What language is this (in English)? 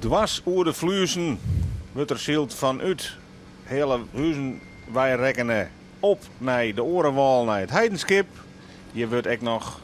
Western Frisian